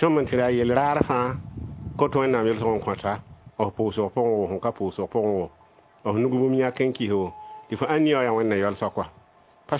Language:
Mossi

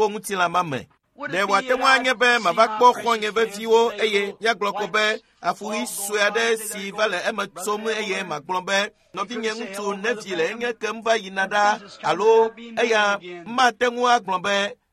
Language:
Ewe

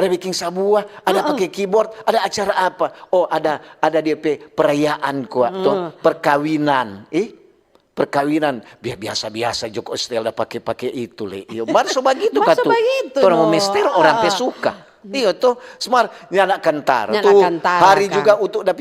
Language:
Manado Malay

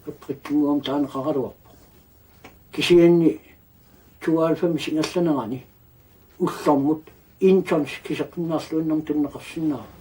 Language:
Kalaallisut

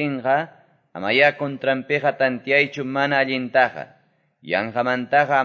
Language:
Quechua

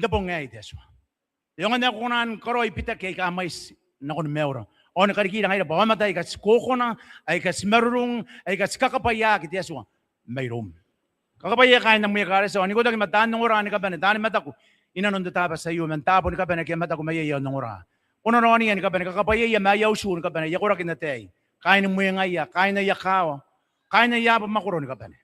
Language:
Gilbertese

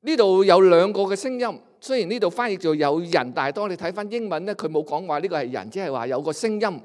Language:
Cantonese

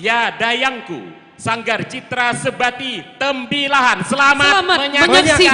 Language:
Banjar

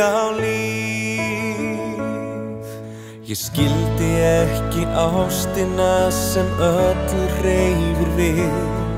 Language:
Icelandic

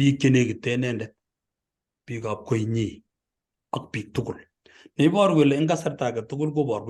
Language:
Kalenjin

